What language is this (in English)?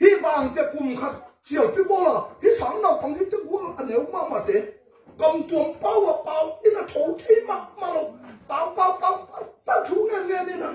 Tedim Chin